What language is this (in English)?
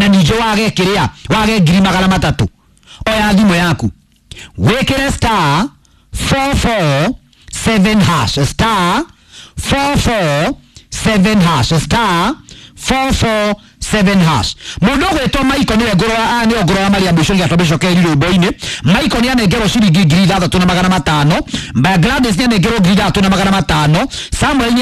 Kikuyu